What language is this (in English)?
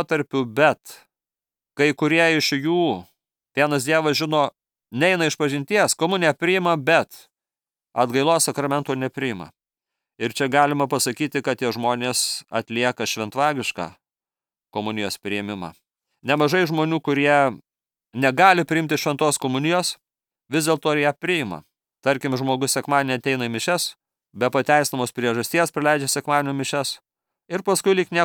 Lithuanian